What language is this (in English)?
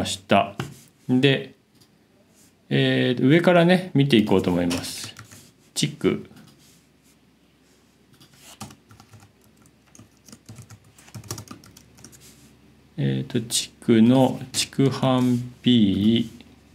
Japanese